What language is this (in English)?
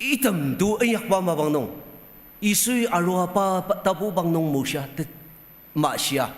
Ao Naga